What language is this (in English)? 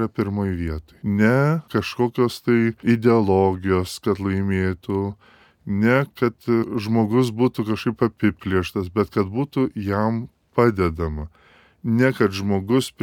Lithuanian